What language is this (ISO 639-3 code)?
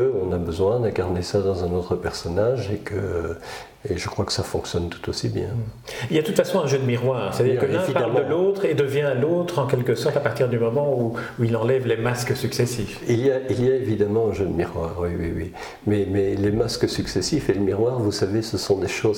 fra